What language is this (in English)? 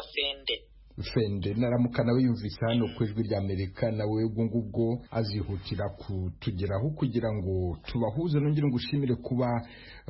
Kinyarwanda